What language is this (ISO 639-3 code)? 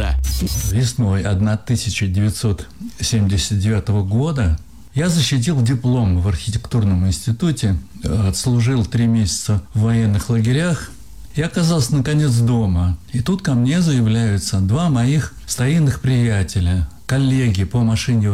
rus